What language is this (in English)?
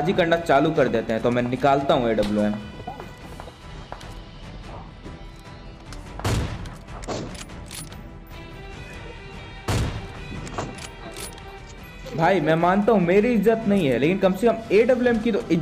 Hindi